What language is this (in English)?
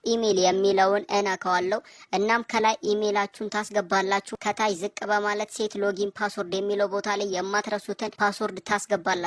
Amharic